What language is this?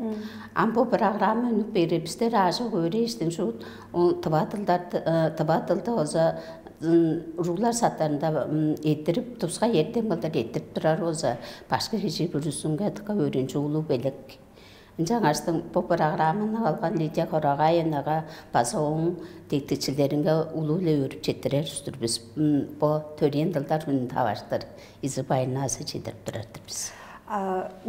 Tuvinian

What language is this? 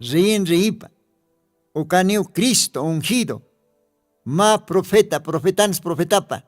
Aymara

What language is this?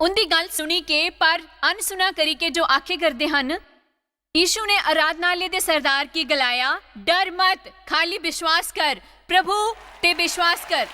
Dogri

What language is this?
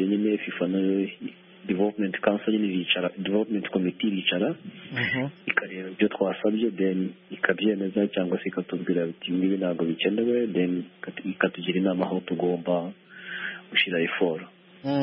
Kinyarwanda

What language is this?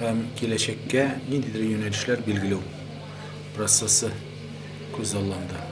Tatar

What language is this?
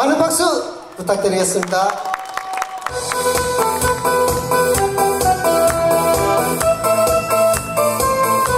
Korean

